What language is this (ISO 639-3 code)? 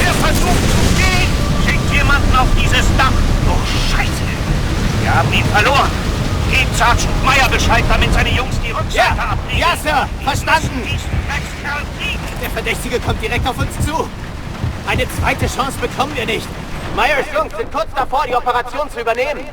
bar